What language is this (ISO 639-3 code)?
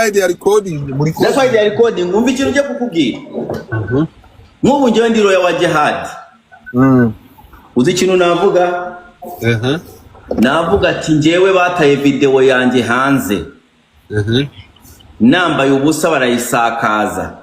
kin